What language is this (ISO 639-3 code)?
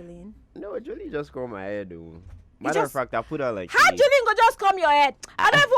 pcm